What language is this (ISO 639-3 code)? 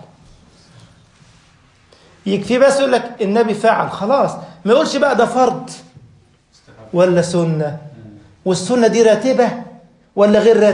arz